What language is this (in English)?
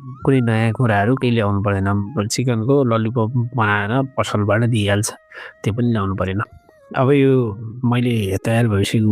Nepali